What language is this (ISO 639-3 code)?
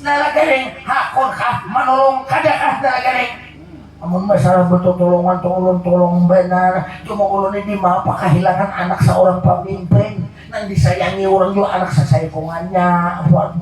bjn